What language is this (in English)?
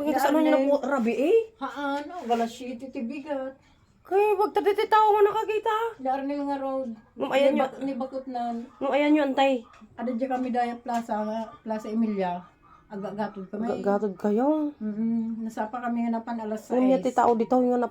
Iloko